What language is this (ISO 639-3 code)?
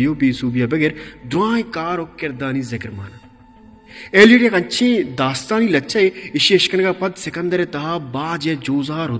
bal